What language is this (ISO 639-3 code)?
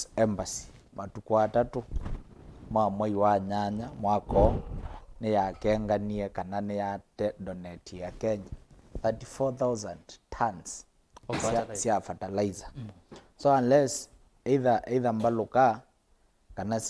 kam